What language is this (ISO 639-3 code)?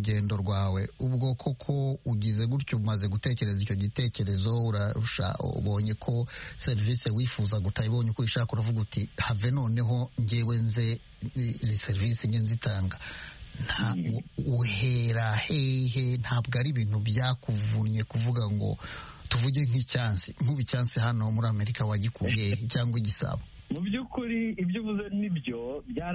kin